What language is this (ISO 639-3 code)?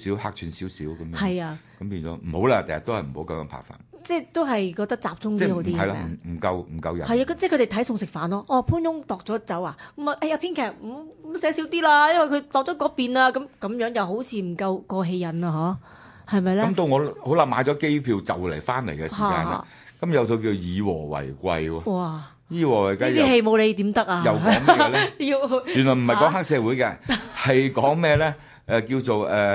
yue